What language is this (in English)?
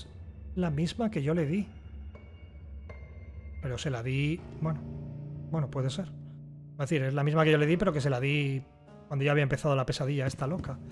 Spanish